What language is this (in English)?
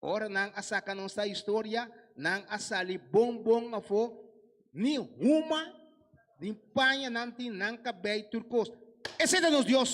Papiamento